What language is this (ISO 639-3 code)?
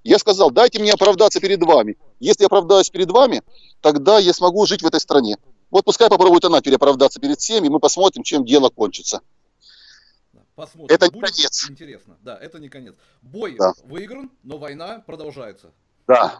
rus